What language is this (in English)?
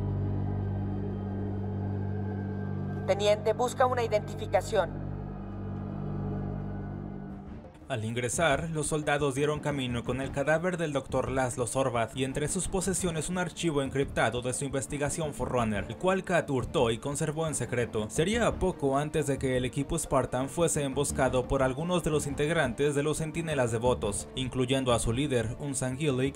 Spanish